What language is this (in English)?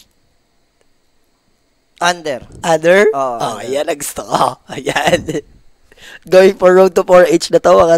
Filipino